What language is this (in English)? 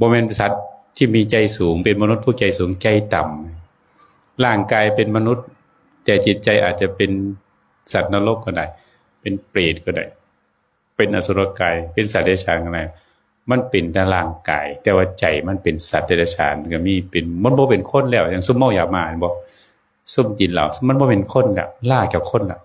Northeastern Thai